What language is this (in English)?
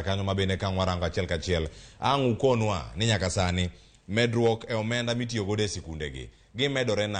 Luo (Kenya and Tanzania)